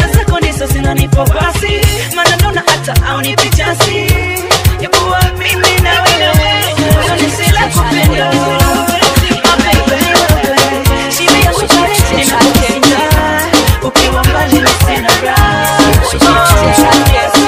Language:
Swahili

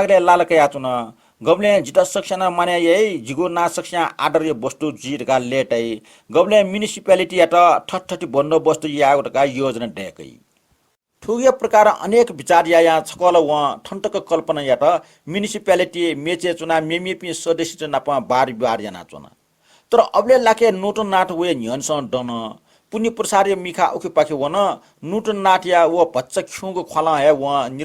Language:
Newari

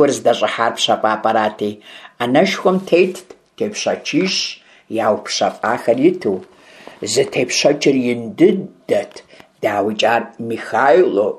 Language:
Kabardian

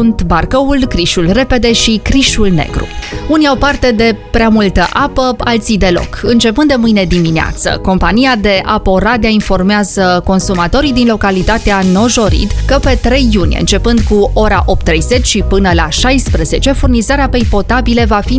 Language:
Romanian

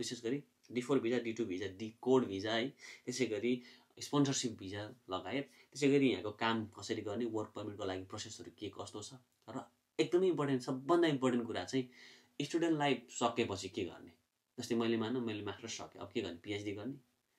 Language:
Nepali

